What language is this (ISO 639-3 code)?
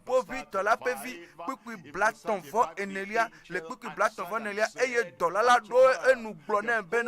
ewe